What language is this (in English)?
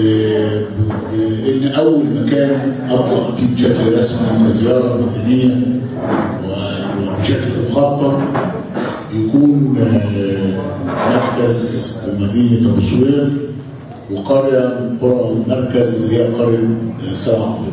Egyptian Arabic